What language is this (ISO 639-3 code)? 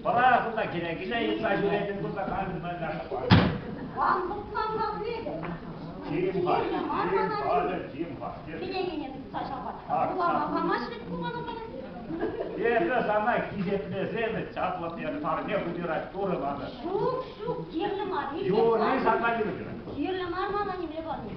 chv